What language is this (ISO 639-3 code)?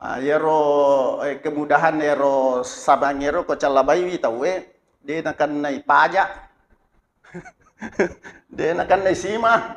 bug